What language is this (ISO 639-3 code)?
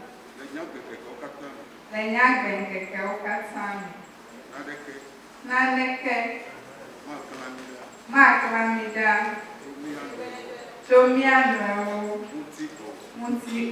ewe